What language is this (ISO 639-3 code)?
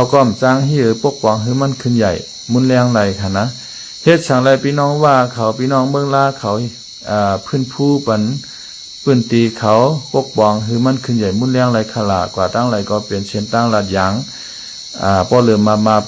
shn